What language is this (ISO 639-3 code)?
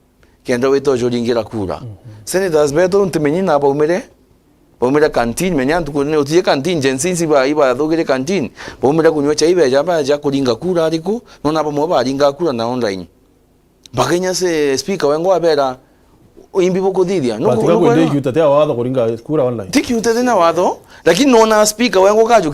mer